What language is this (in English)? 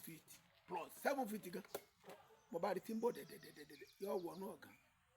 Yoruba